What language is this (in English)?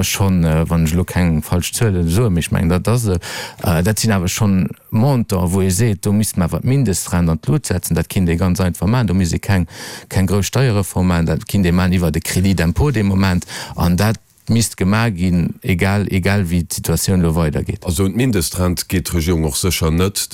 Luxembourgish